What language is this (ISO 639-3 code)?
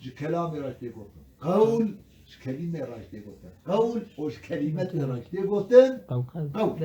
kur